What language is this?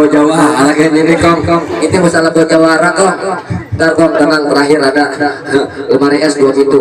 Betawi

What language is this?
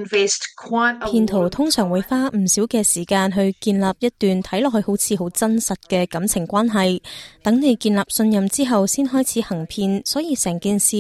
Cantonese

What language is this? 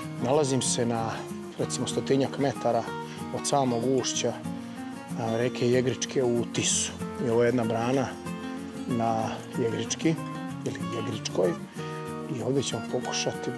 Serbian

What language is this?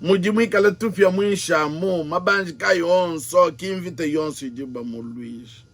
Luba-Lulua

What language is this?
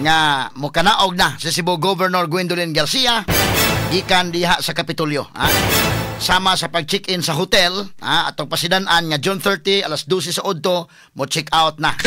Cebuano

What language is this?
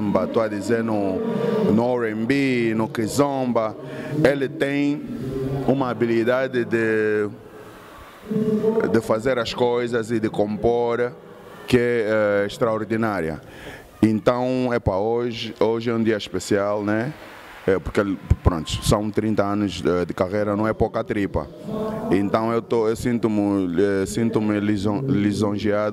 Portuguese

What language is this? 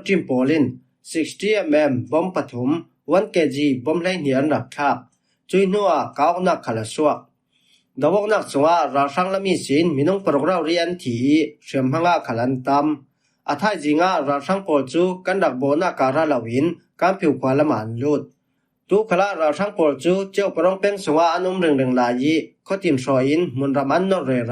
Falam Chin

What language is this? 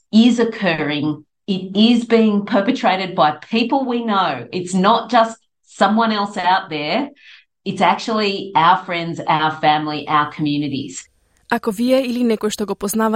Macedonian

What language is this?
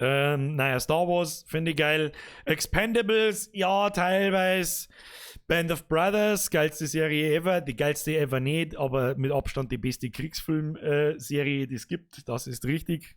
Bavarian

